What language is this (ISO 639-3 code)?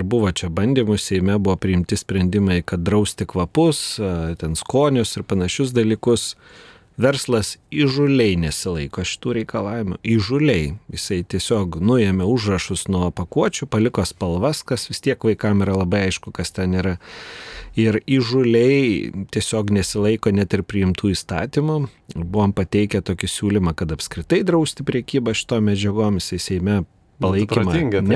lit